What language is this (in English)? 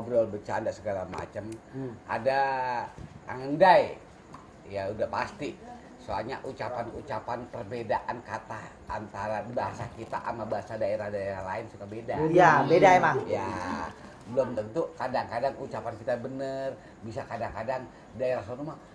Betawi